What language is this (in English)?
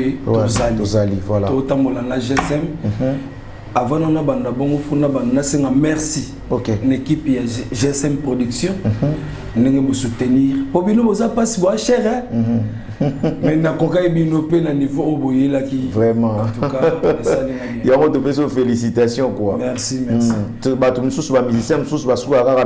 Lingala